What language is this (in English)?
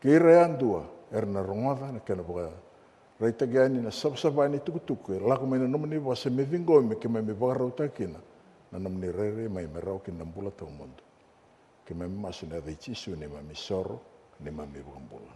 Fijian